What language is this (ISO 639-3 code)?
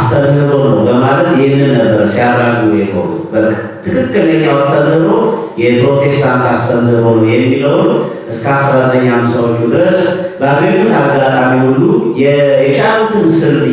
amh